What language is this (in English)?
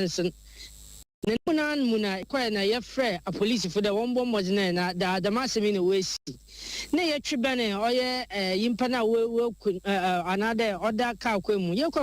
Akan